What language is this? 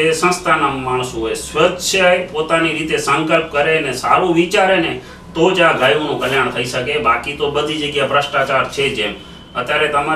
Gujarati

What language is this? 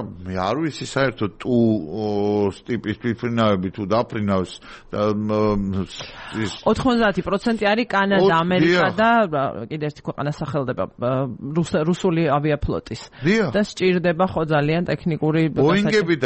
Georgian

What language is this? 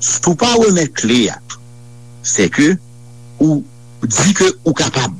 Haitian Creole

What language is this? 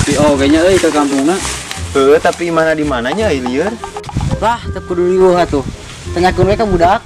Sundanese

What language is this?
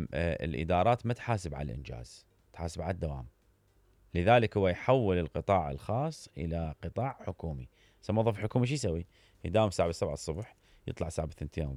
Mesopotamian Arabic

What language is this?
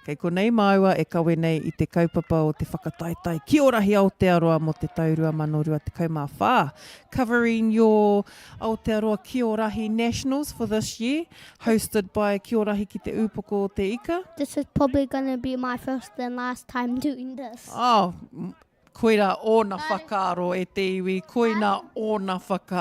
Māori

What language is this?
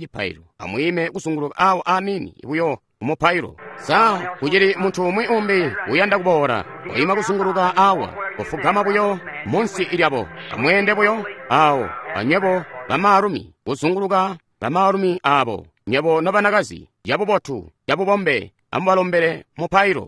Tonga (Zambia)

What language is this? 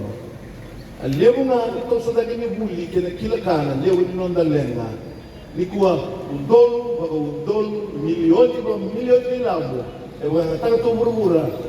Fijian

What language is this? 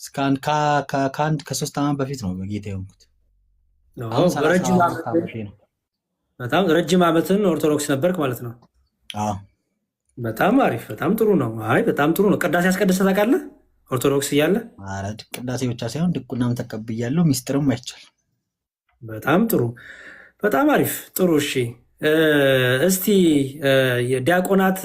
Amharic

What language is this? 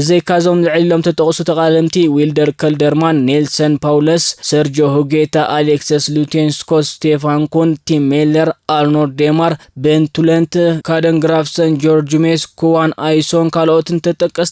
Tigrinya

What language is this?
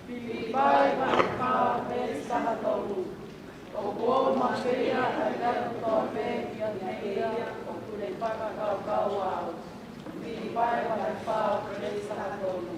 Tongan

